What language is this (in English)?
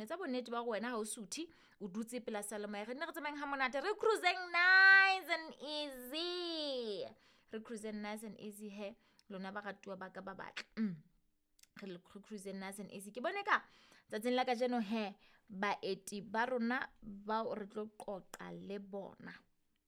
Southern Sotho